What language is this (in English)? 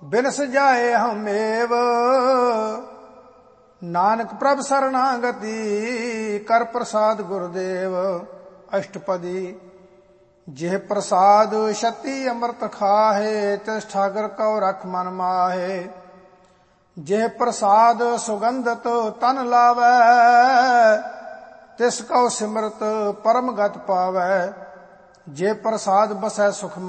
Punjabi